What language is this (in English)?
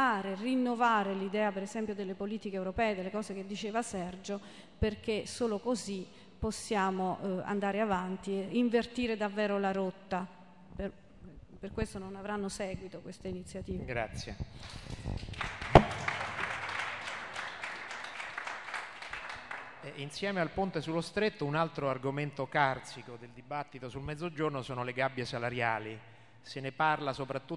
Italian